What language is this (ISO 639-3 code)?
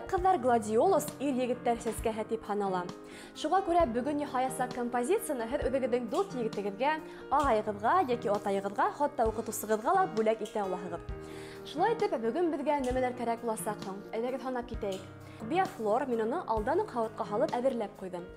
bak